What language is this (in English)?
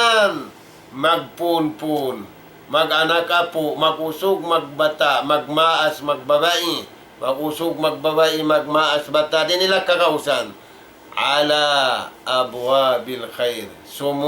Tausug